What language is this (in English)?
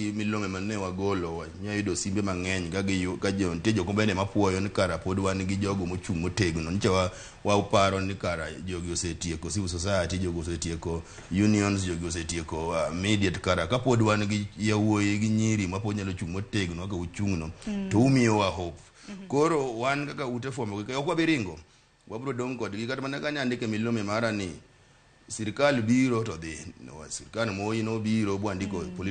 Luo (Kenya and Tanzania)